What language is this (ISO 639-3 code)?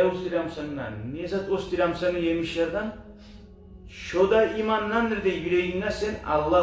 kum